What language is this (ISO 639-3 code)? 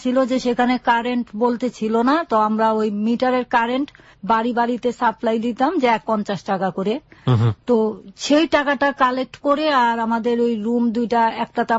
ben